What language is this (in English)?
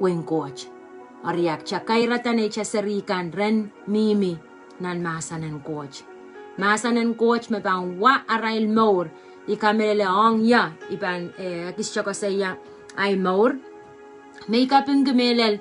Pohnpeian